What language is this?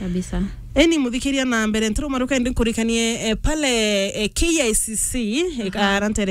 Meru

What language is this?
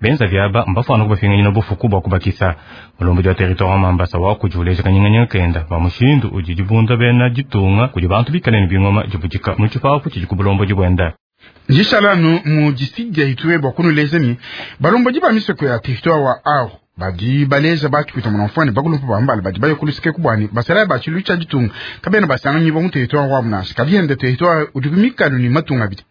Luba-Lulua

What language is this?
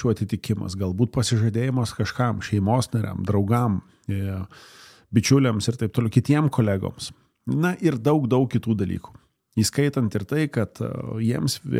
Lithuanian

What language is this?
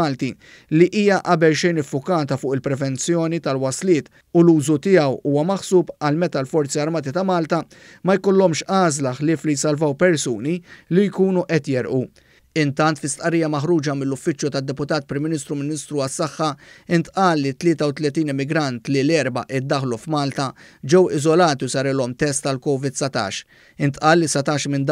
Maltese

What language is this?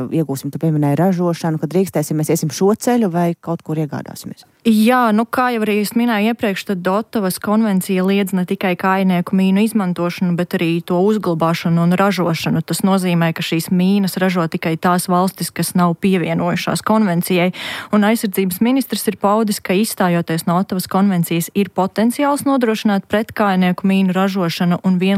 Latvian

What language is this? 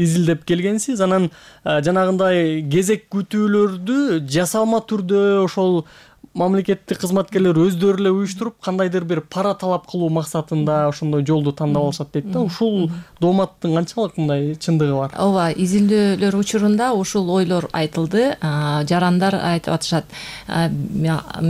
Kyrgyz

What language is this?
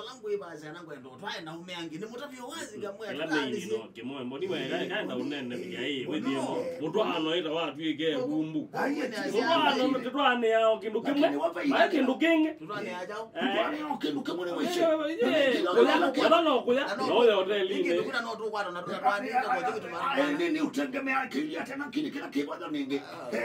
Kamba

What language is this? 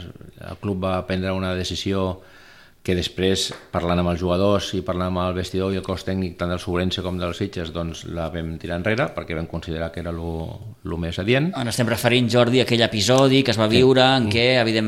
Catalan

